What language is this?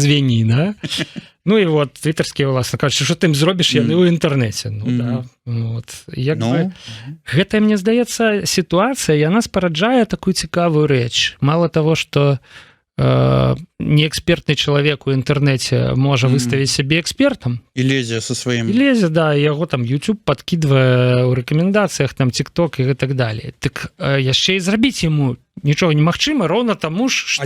Belarusian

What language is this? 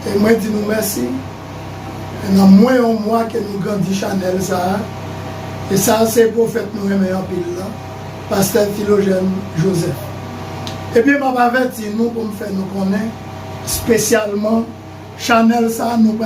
Haitian Creole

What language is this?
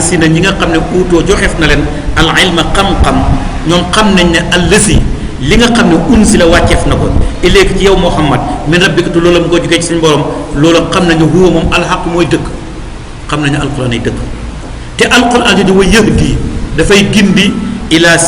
Wolof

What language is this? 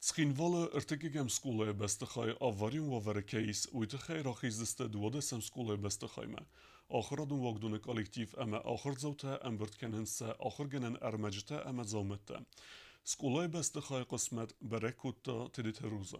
Ossetic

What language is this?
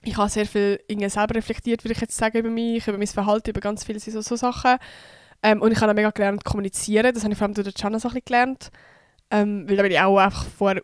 Swiss German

